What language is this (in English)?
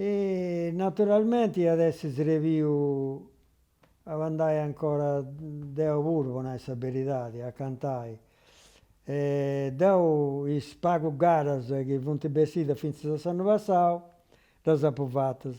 Sardinian